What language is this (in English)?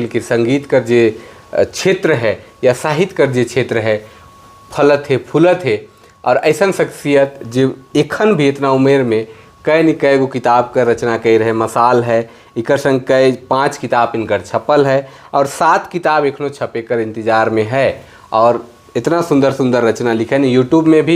Sadri